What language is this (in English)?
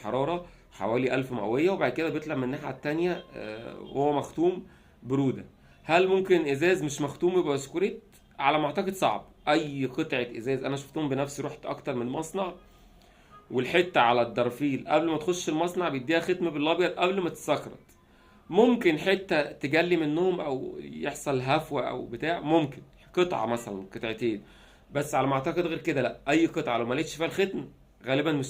Egyptian Arabic